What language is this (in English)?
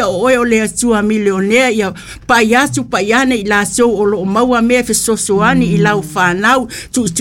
Samoan